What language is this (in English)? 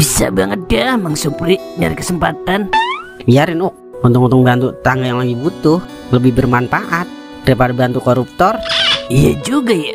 Betawi